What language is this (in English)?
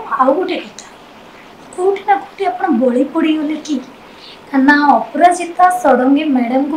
Odia